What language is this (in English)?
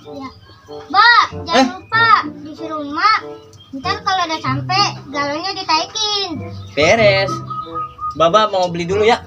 Betawi